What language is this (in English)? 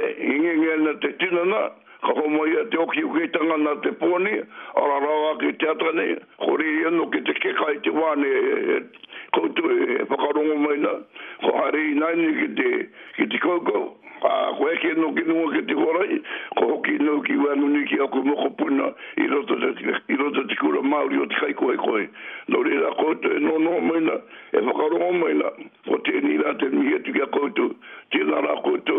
Māori